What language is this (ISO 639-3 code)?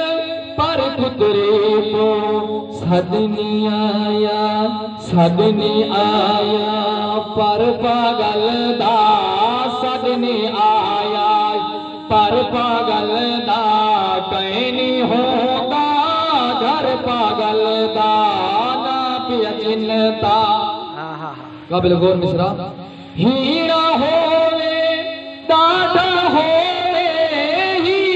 skr